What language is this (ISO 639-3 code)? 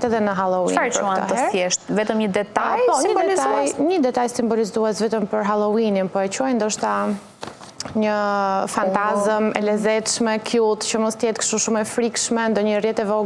sqi